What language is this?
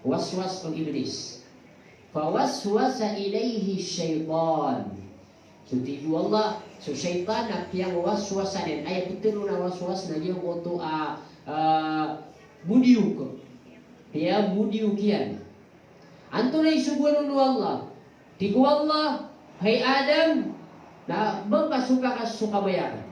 Maranao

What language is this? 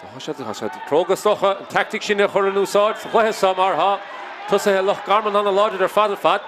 Irish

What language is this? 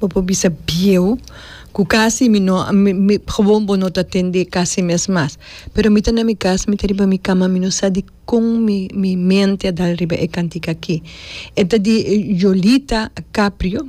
Papiamento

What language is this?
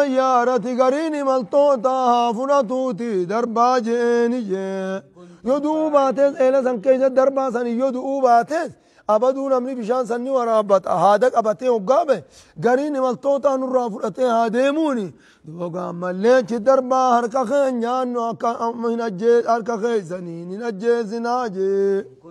Oromo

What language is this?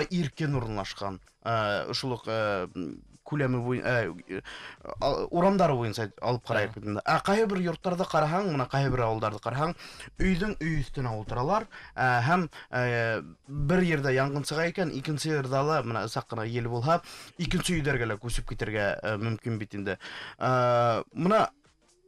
Bashkir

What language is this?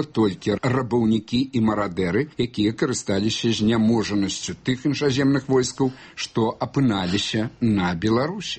Belarusian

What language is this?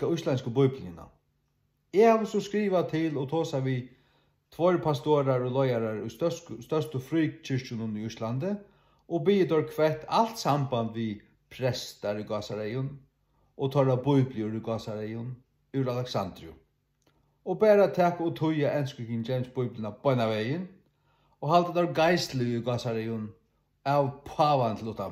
Faroese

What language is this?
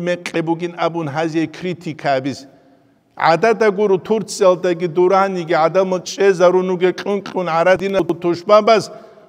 Avaric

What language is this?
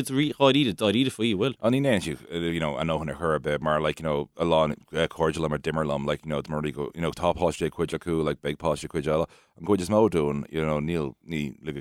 Irish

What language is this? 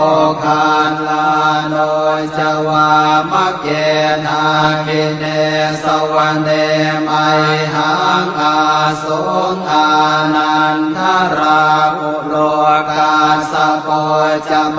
Pali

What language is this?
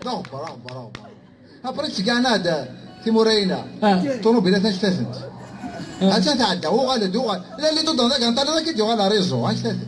Kabyle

